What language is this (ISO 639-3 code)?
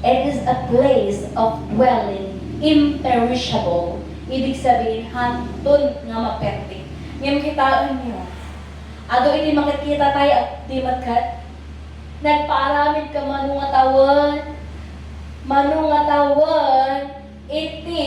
ilo